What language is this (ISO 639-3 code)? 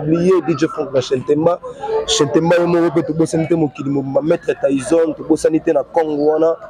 lin